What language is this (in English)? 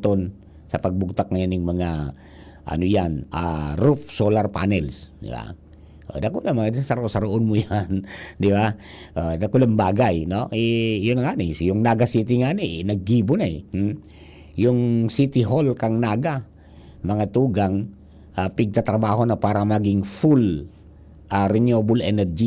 Bikol